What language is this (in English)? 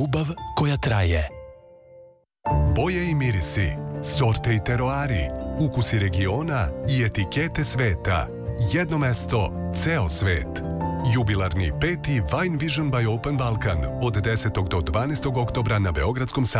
Serbian